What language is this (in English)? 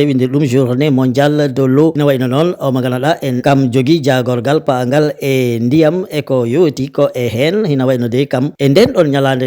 Fula